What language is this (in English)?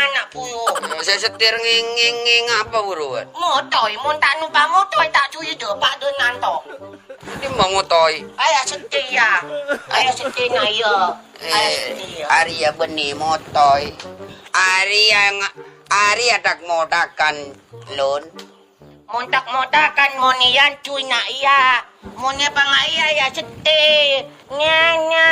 Madurese